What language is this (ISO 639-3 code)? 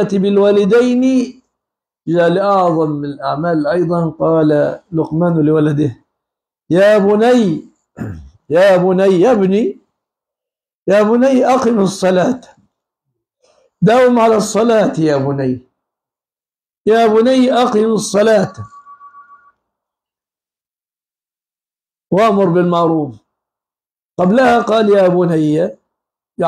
ara